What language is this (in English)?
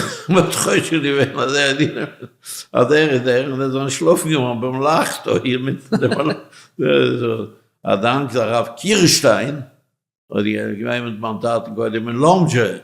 Yiddish